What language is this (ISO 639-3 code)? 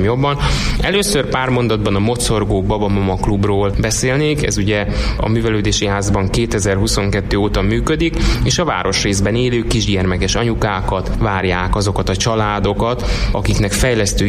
hun